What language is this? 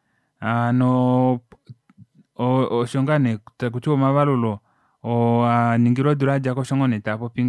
Kuanyama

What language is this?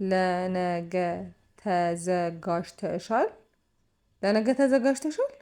Amharic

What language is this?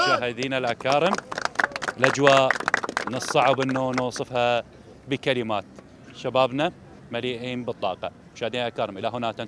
Arabic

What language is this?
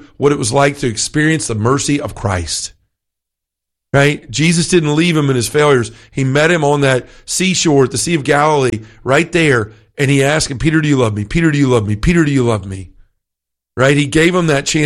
English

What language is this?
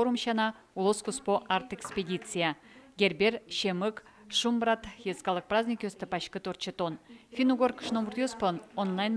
Udmurt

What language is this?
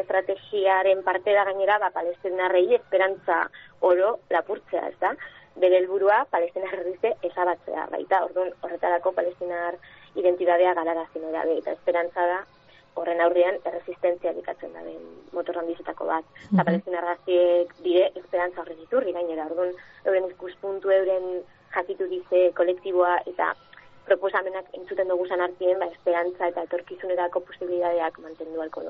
Basque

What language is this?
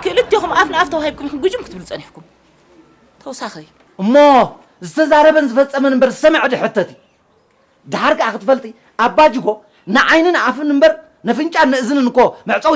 Tigrinya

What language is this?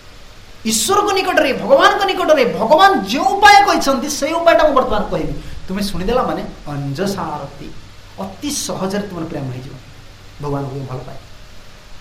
Odia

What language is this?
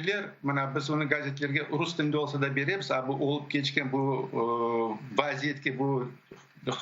Crimean Tatar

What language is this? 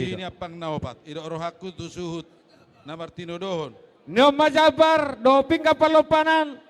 Batak Toba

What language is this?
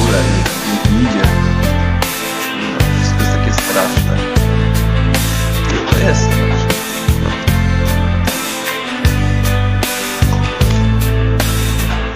Polish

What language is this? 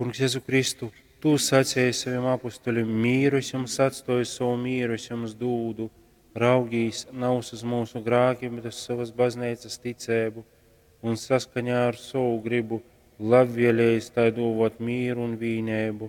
Latgalian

